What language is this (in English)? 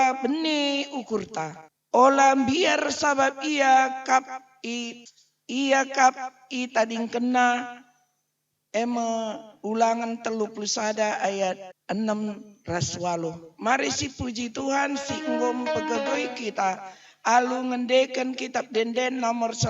Batak Karo